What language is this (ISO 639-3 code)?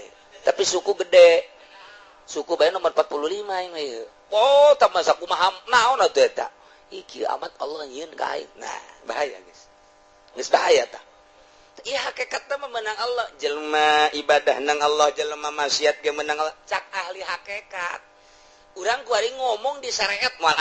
sun